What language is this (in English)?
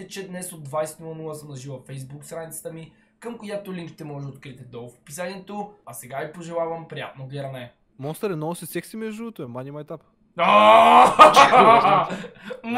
Bulgarian